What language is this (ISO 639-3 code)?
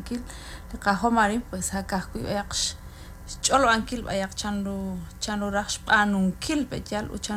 kek